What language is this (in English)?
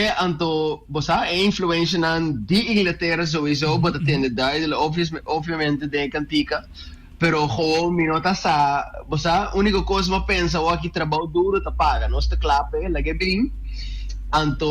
Papiamento